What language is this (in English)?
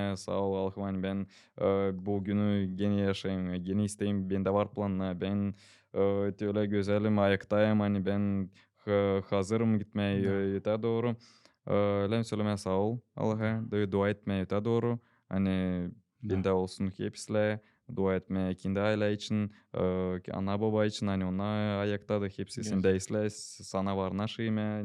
Gagauz